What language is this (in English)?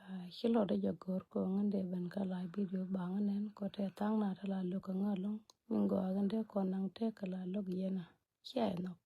Nuer